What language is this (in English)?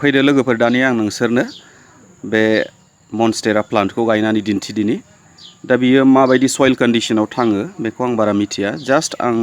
Bodo